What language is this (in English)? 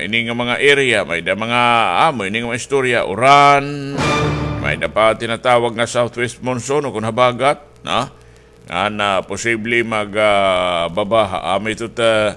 Waray